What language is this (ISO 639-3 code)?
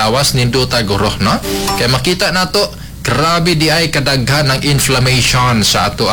ceb